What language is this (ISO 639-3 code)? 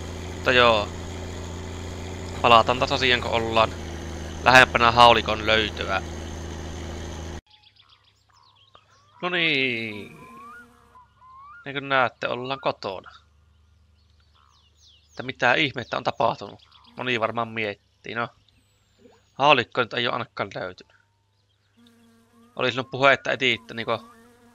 fin